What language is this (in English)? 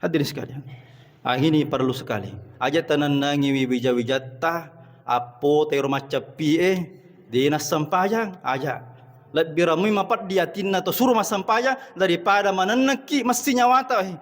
Buginese